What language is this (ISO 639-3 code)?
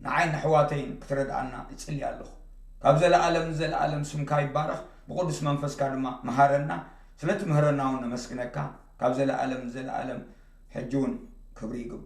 tir